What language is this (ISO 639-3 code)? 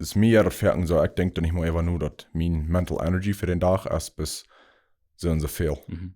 pdt